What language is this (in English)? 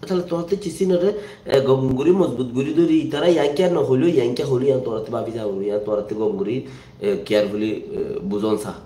Rohingya